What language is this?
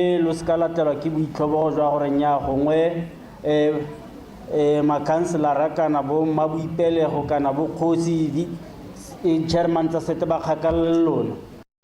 Tswana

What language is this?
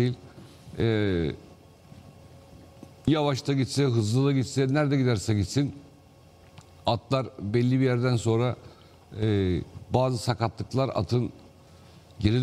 Turkish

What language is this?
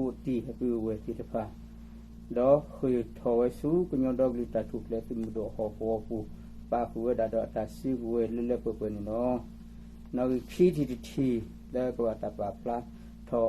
S'gaw Karen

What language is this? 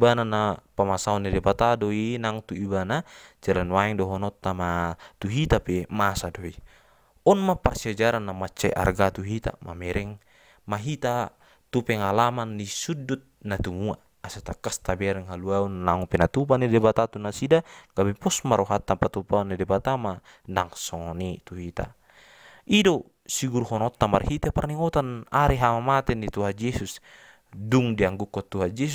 Batak Toba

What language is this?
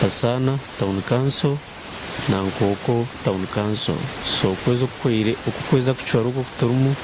Nyankole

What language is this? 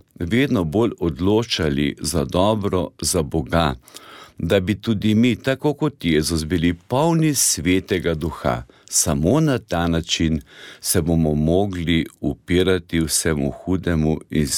Slovenian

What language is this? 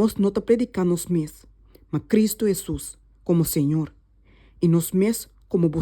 Papiamento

